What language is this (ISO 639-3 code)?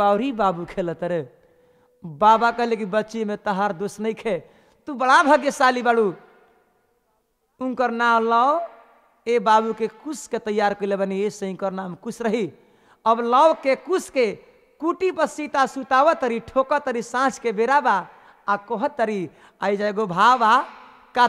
bho